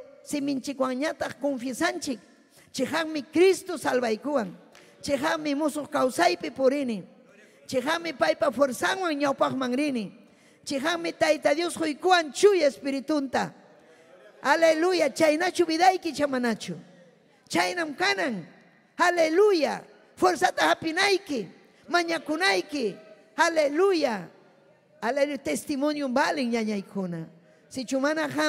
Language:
Ayacucho Quechua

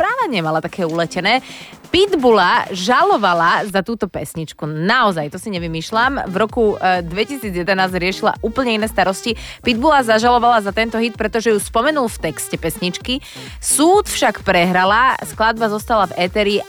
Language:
Slovak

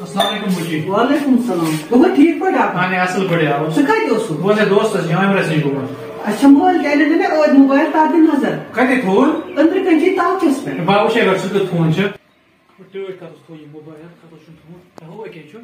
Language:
Kashmiri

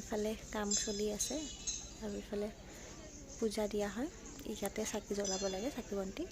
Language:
Assamese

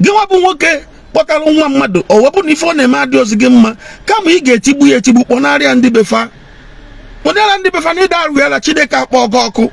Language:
Igbo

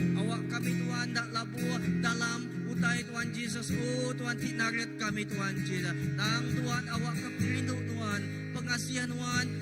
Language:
Iban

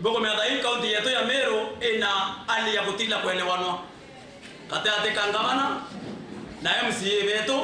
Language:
Meru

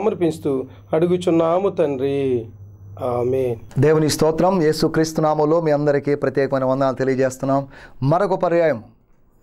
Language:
Telugu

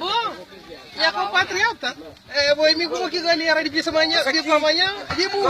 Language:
Kabuverdianu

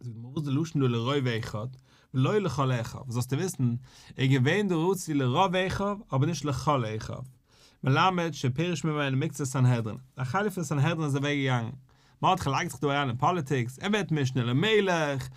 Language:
Yiddish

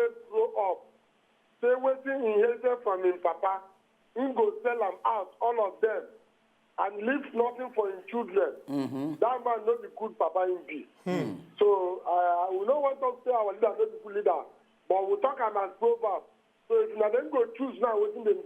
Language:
Nigerian Pidgin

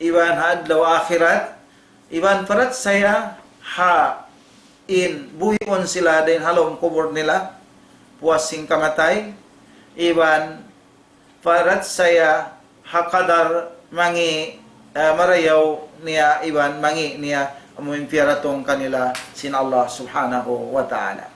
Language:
Tausug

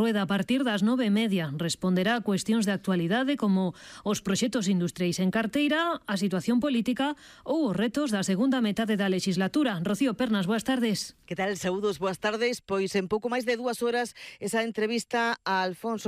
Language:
Galician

